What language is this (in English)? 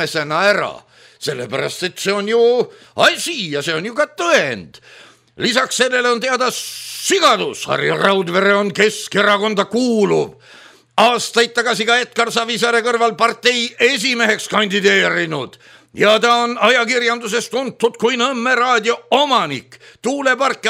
Estonian